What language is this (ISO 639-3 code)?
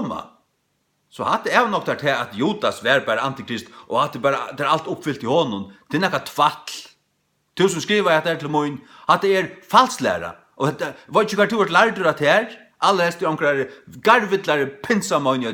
fao